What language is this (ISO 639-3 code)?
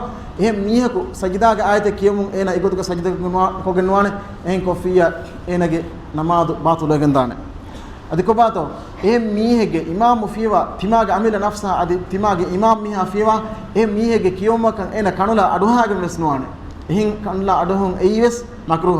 div